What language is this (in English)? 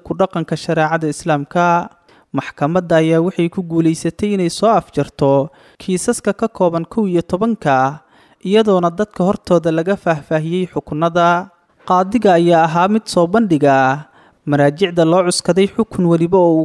Somali